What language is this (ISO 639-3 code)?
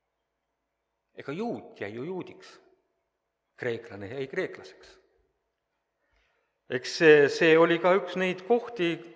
est